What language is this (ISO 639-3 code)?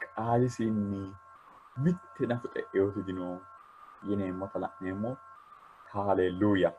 sid